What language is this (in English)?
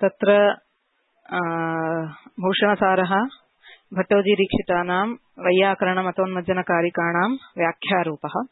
Sanskrit